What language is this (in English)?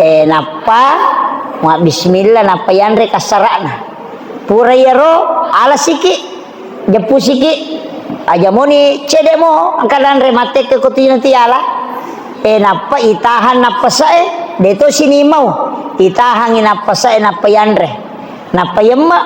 Buginese